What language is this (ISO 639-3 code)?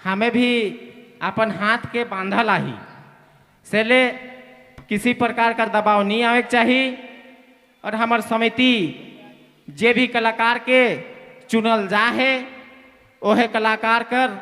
sck